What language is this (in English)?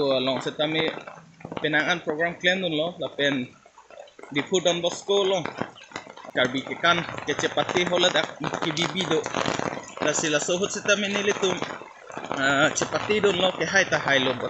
Karbi